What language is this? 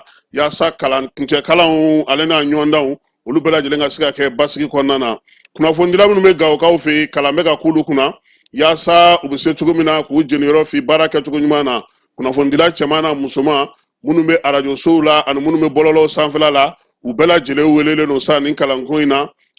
Bambara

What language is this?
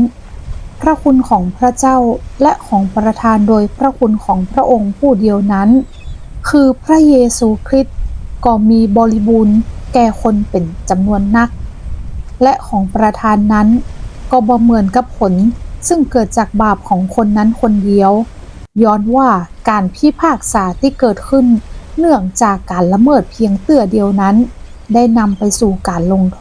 Northern Thai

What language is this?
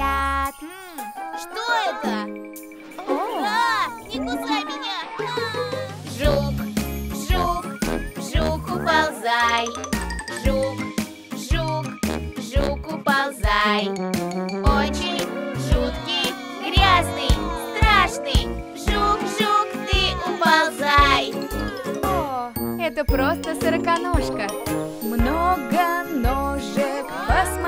Russian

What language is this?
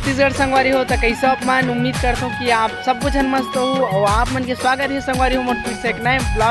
Chhattisgarhi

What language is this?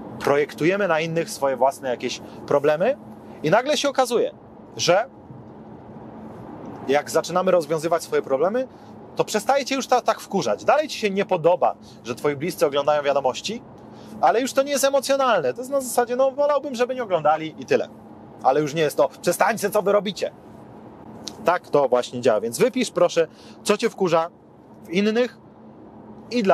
Polish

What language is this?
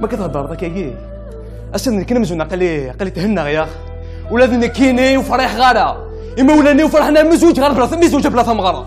Kabyle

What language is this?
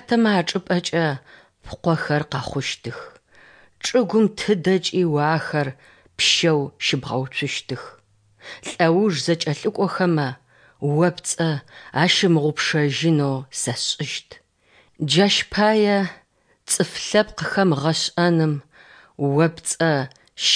Kabardian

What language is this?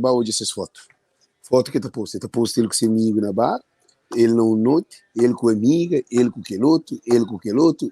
Kabuverdianu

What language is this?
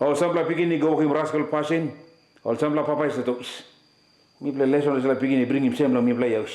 Tok Pisin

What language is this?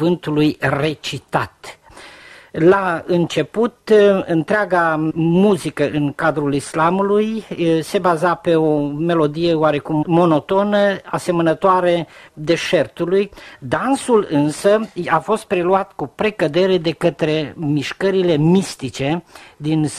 Romanian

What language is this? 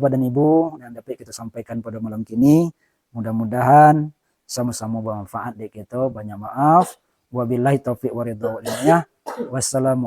Minangkabau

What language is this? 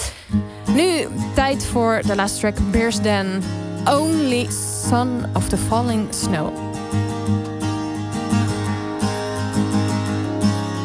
Dutch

